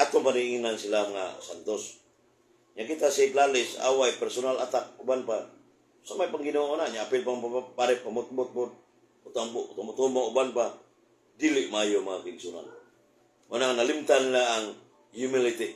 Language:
Cebuano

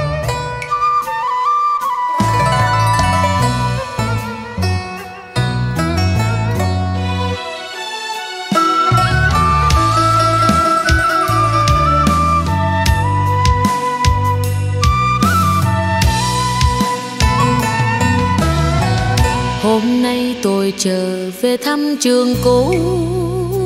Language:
Vietnamese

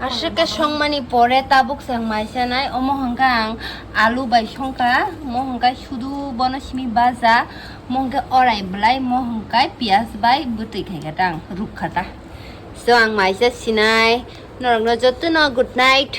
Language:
Kok Borok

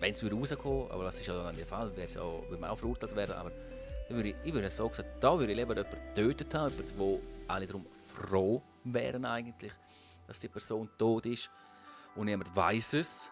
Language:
Swiss German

